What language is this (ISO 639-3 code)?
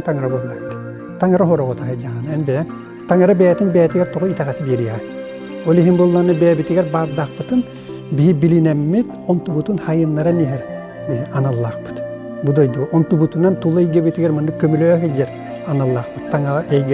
sah